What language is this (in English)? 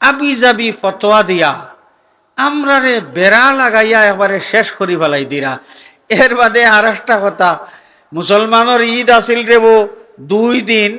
Sylheti